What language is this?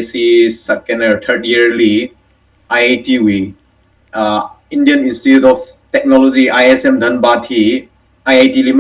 Tangkhul Naga (India)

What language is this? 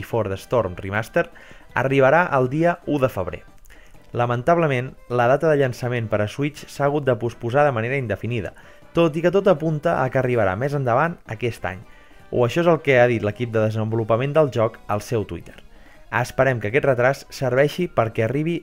Catalan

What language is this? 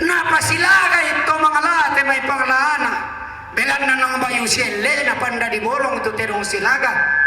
Toraja-Sa'dan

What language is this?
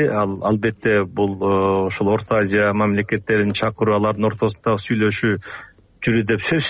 Kyrgyz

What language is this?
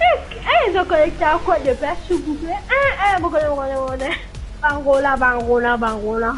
Morisyen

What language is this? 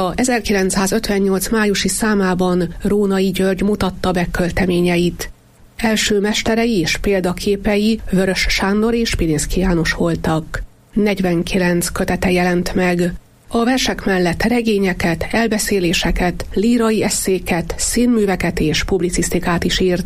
Hungarian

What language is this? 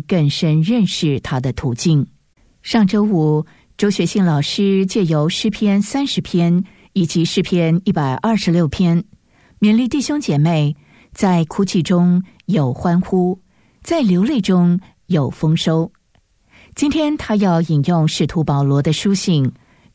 Chinese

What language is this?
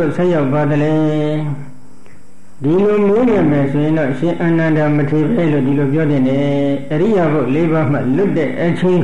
Burmese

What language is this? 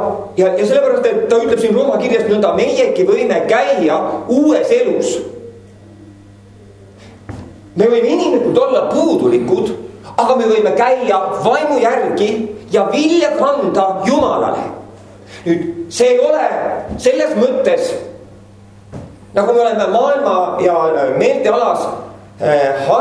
Estonian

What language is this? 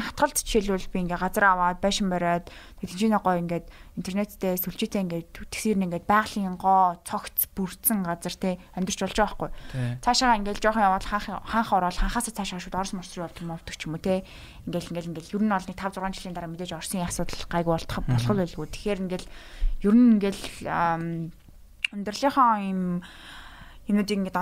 Mongolian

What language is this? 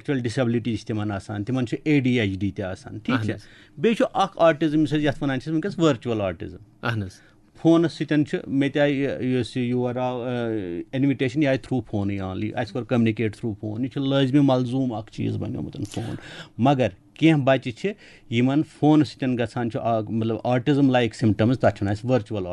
Kashmiri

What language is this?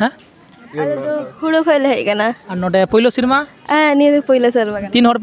Santali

